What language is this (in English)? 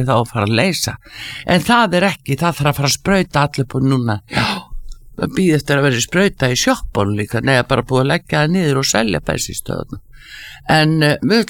Icelandic